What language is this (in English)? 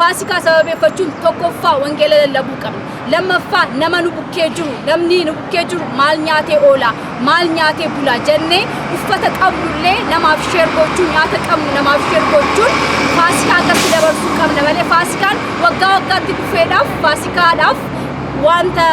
Oromo